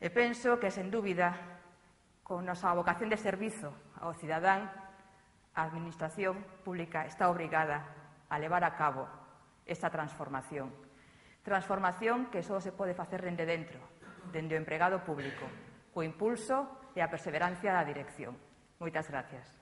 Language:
Galician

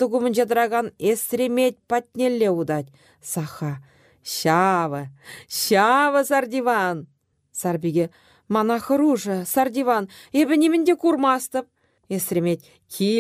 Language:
Chuvash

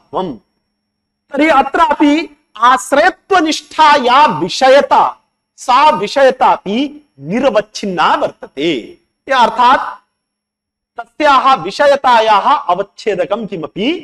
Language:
Sanskrit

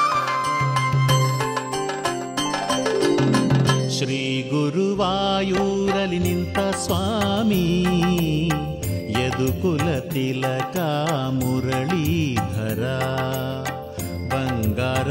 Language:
Kannada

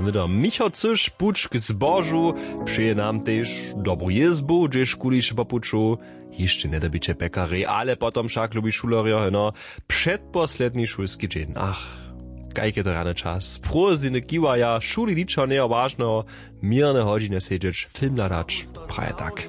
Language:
Upper Sorbian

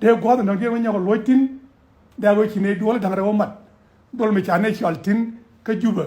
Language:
Nuer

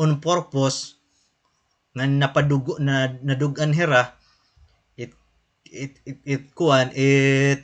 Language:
Waray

